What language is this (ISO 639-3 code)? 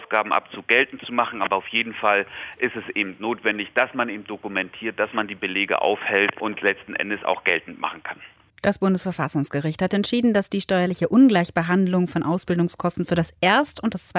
deu